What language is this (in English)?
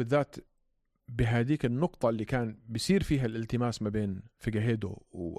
North Levantine Arabic